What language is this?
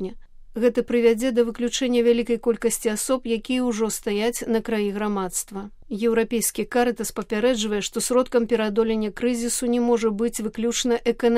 Belarusian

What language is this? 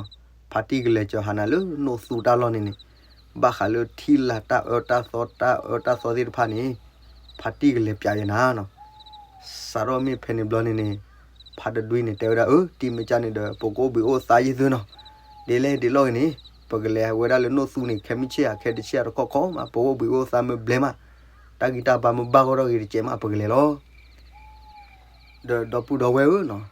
S'gaw Karen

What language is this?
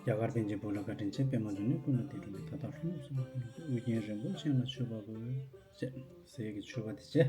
Tibetan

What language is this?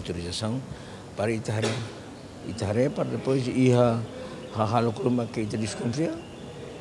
Tetum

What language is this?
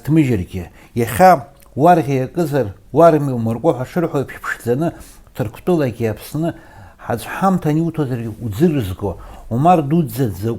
Abkhazian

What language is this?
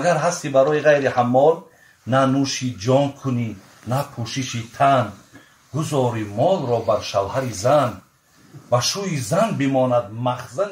Tajik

